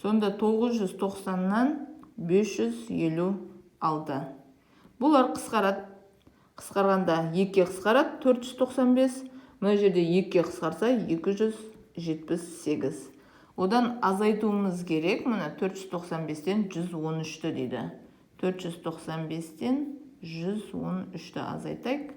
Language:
Kazakh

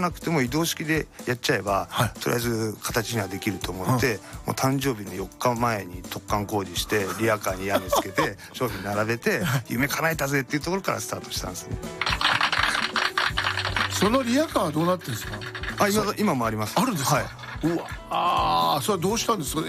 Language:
Japanese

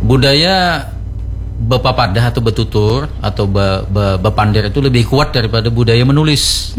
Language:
Banjar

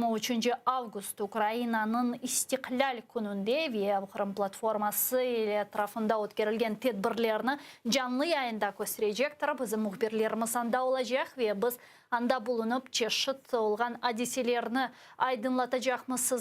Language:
Crimean Tatar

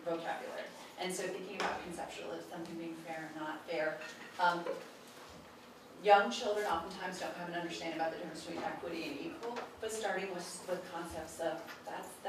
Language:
English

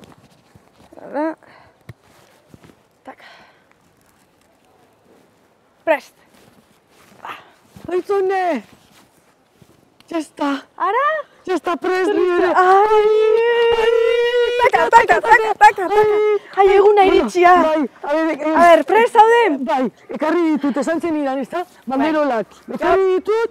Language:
Basque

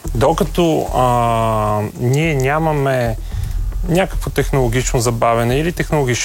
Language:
Bulgarian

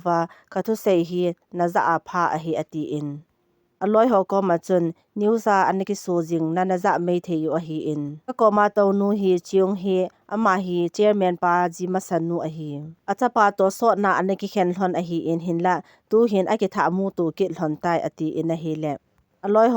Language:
Thado Chin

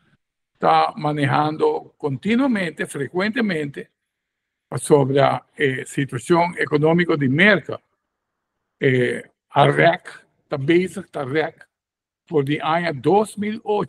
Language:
Papiamento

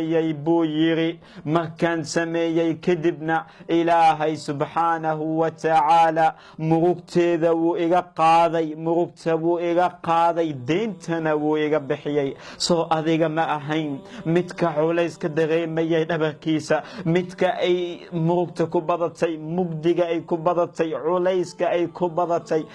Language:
Somali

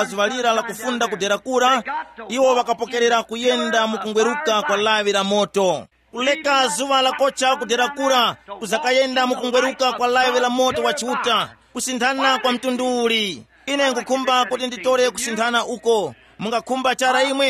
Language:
Tumbuka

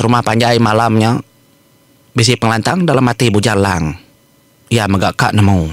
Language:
Iban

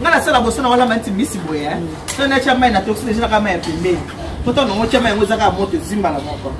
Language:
Lingala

